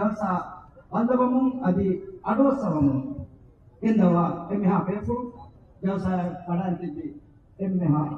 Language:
Divehi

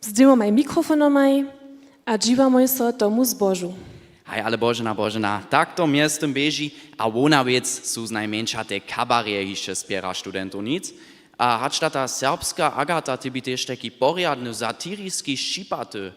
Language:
Upper Sorbian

